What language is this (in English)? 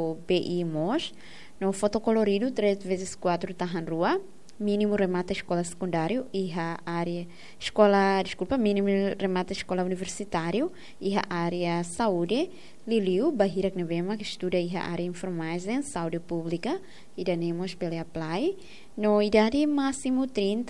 Tetum